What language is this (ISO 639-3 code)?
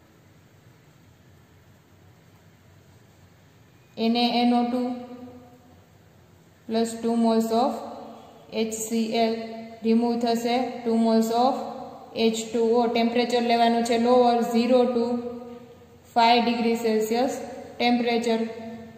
guj